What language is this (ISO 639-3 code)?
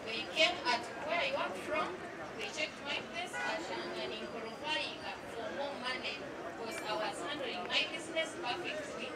nyn